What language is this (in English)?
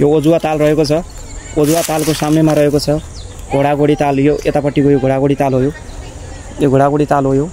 Nepali